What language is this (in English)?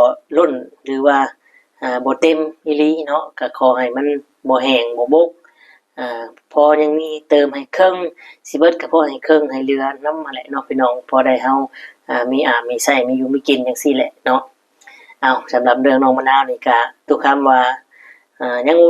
Northeastern Thai